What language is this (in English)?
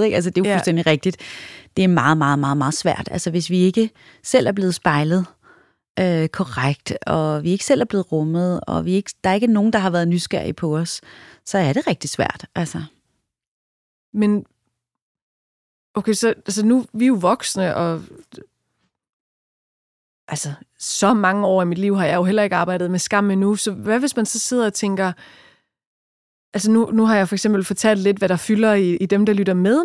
Danish